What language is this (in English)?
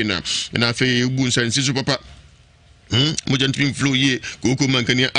Akan